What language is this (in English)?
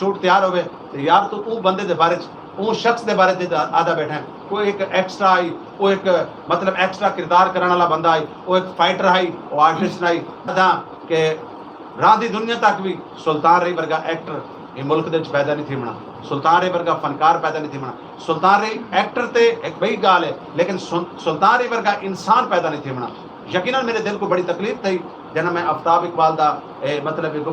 Saraiki